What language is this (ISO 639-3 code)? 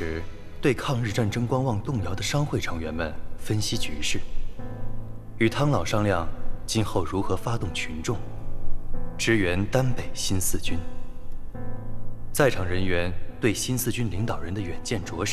zho